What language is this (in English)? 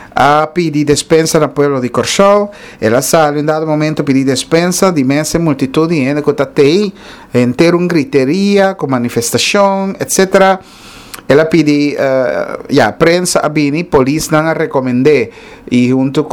Papiamento